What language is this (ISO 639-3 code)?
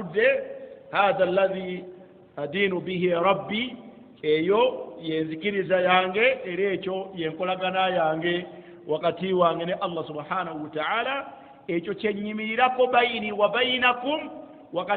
lug